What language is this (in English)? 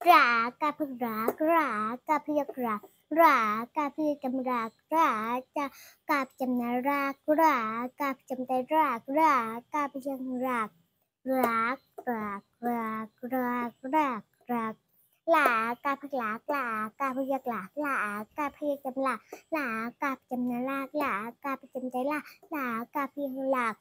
Shan